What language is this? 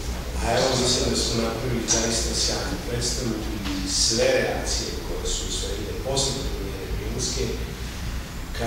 Serbian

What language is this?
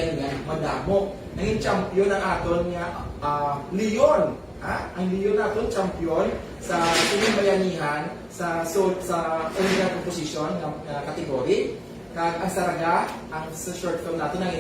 Hiligaynon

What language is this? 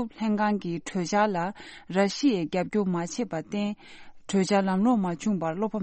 Tibetan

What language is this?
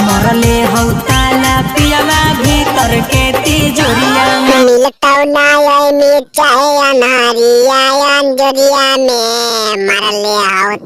Magahi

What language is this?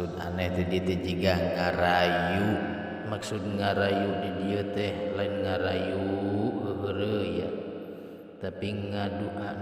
Sundanese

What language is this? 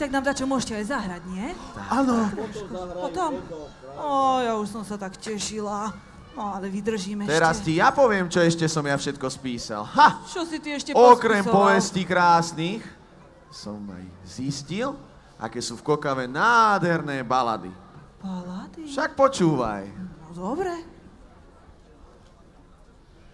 Slovak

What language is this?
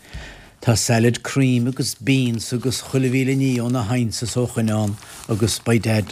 Irish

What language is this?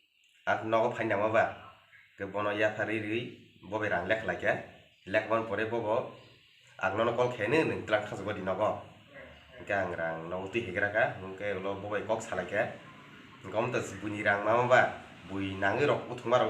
Kok Borok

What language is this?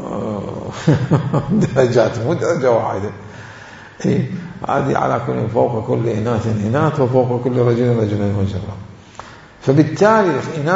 Mesopotamian Arabic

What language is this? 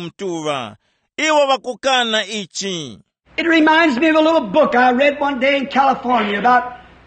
Tumbuka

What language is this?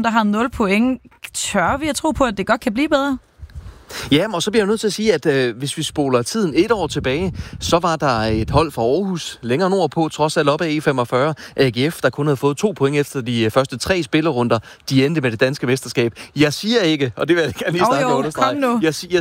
Danish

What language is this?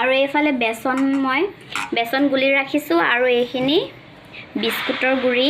Assamese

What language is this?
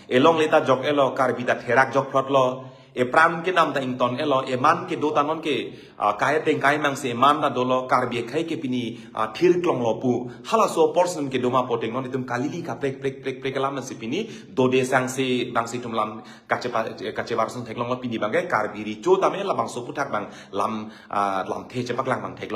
Karbi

